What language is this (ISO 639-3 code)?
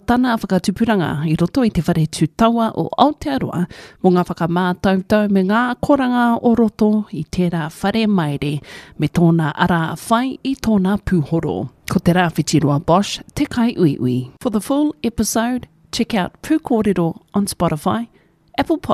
mri